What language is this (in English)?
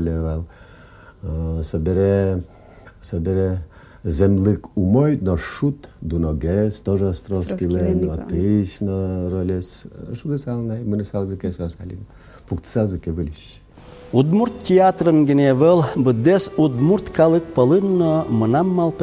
Udmurt